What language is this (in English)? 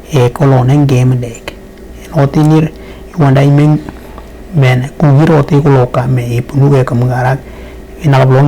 Western Dani